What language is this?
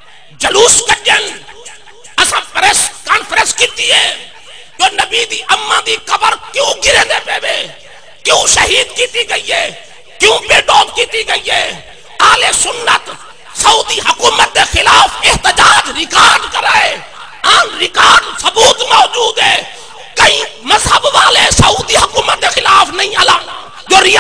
Saraiki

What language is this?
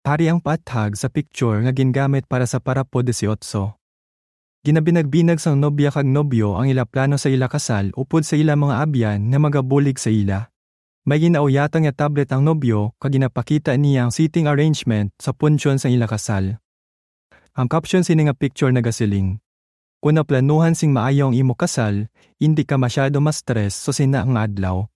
Hiligaynon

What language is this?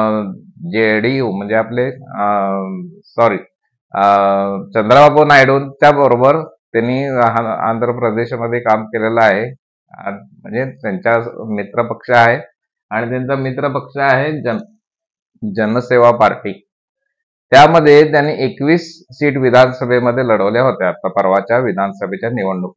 Marathi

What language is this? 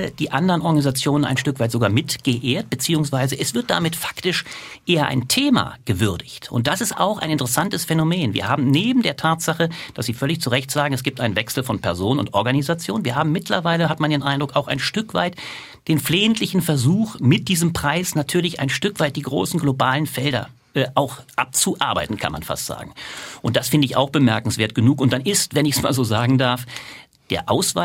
German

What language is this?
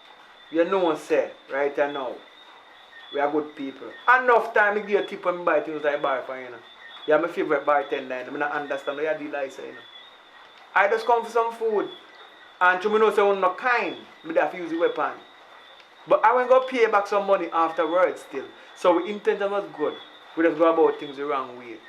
Jamaican Creole English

